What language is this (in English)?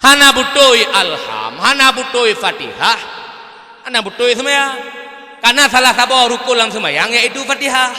Achinese